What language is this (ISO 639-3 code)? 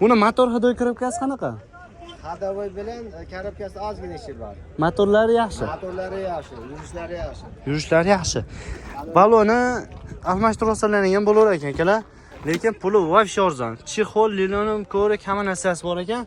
uzb